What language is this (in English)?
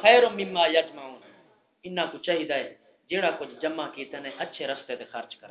Saraiki